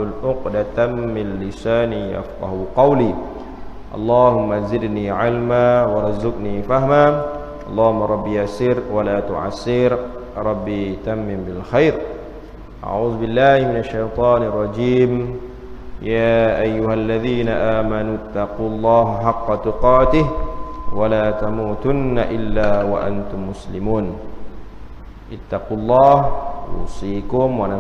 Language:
Malay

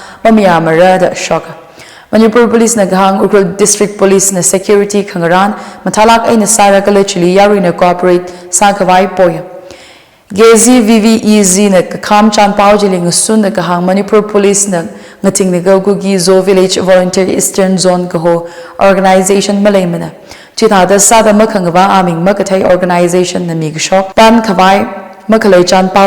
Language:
Tangkhul Naga (India)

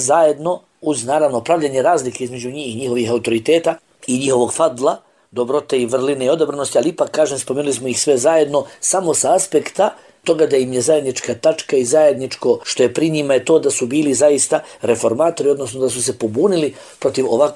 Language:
Bosnian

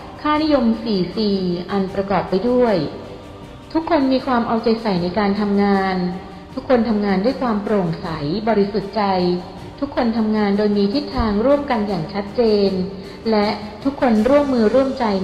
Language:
Thai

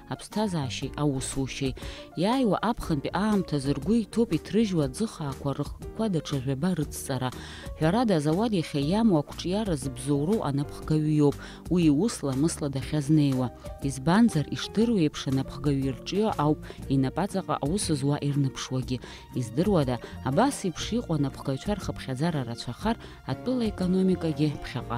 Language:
Abkhazian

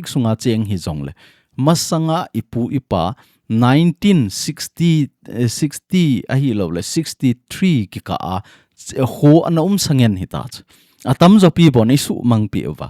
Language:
Thado Chin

